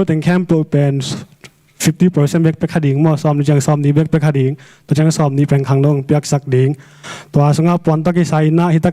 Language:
Tedim Chin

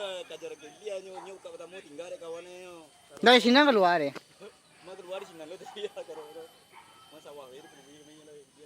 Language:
Minangkabau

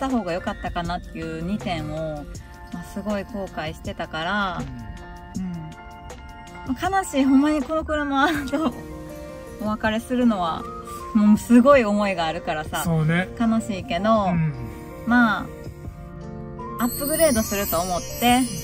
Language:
Japanese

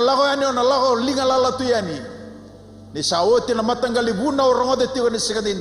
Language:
Fijian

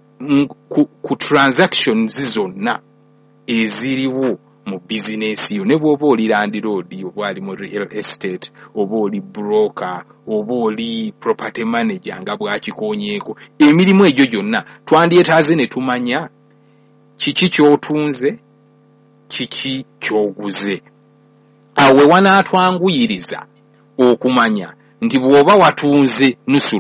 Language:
Ganda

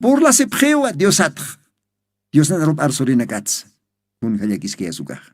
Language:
Aymara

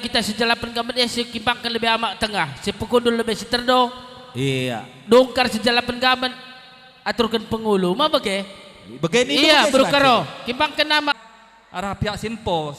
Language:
Batak Karo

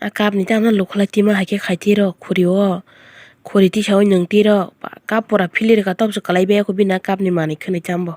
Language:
Kok Borok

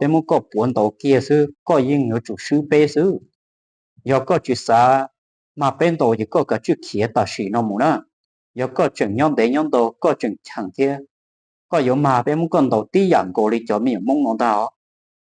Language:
Hmong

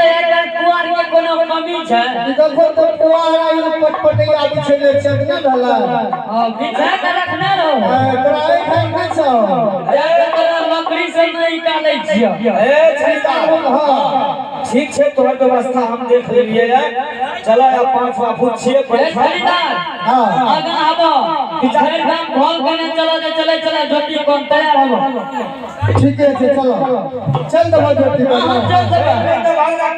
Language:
Maithili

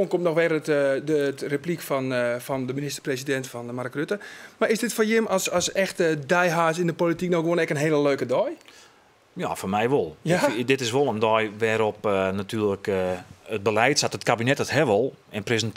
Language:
Western Frisian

